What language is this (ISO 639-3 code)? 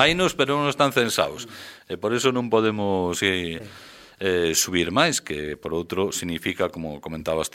glg